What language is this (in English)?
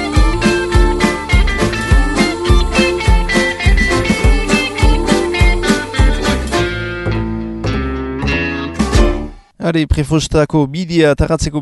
Basque